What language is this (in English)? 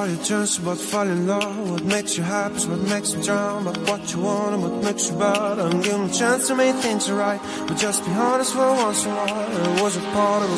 English